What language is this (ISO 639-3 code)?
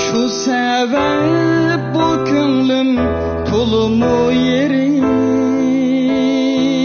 uig